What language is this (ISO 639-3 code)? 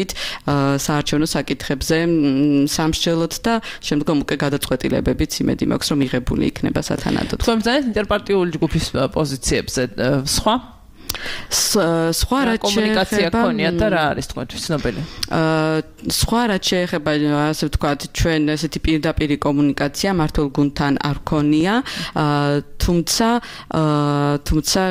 kat